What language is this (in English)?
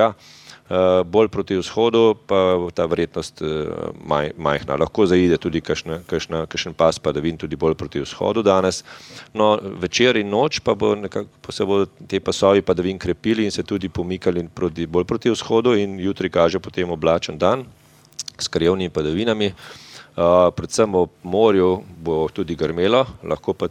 Slovenian